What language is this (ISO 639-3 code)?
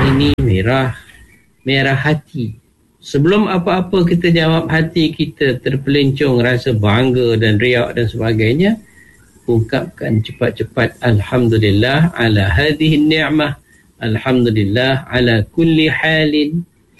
msa